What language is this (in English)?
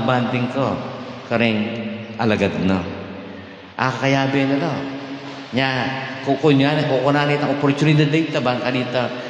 Pampanga